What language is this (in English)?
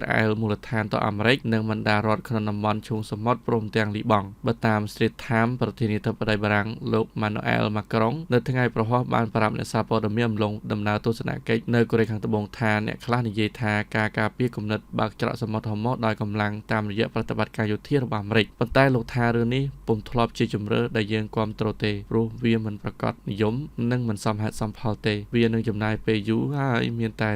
Khmer